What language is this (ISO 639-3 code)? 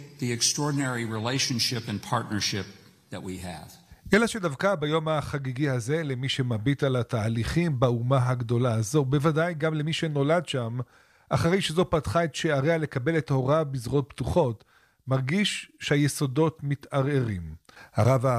heb